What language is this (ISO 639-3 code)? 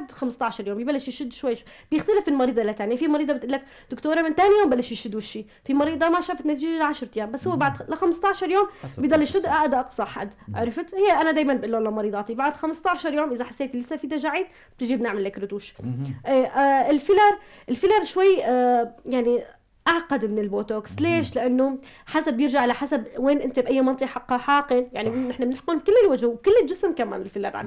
apc